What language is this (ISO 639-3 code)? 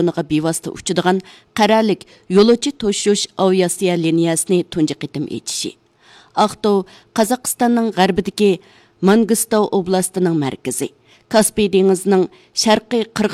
uig